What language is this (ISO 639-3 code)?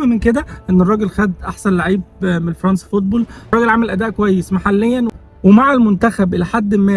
arz